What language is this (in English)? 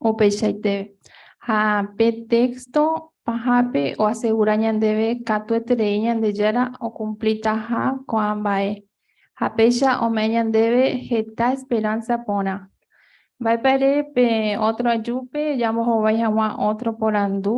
Guarani